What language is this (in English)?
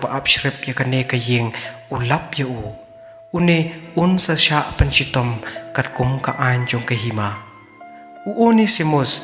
Khasi